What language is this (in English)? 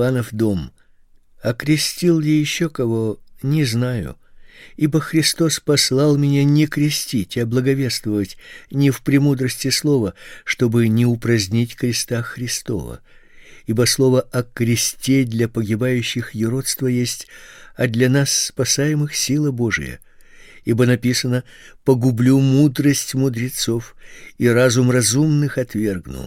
Russian